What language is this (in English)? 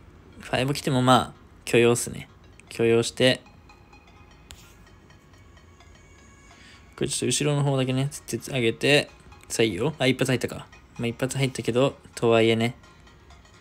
Japanese